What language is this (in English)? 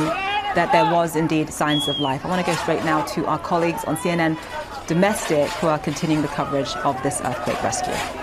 English